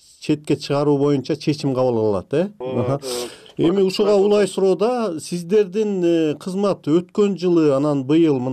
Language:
Kyrgyz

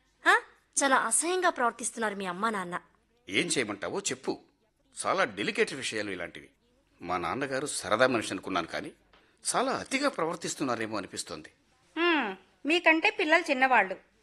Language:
Telugu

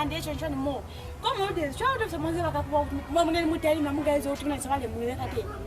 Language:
Lozi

